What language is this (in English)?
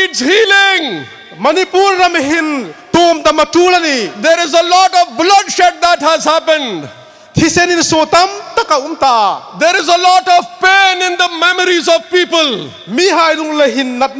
Hmar